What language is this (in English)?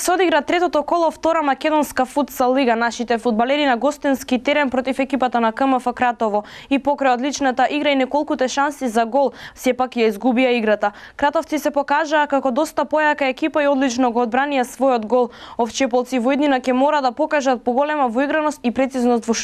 Macedonian